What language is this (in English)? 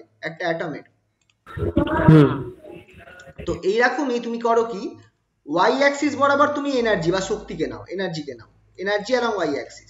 Bangla